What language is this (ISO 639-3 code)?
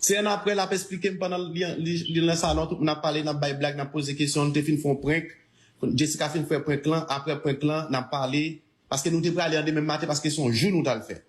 hat